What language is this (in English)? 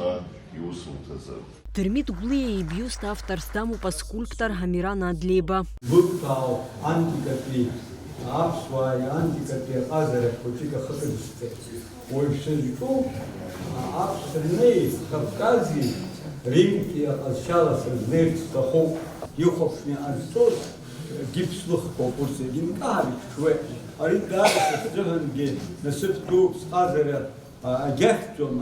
Abkhazian